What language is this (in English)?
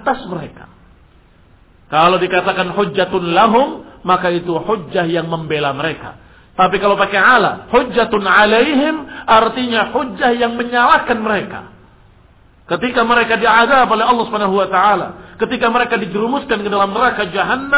Indonesian